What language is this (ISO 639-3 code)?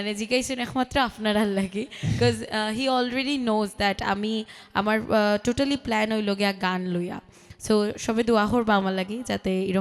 syl